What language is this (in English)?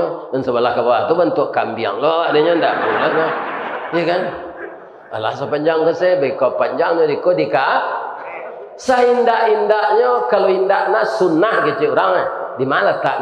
Minangkabau